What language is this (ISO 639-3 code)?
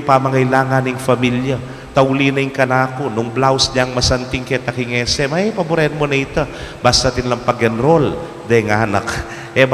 pam